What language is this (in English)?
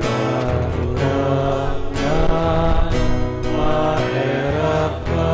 Bikol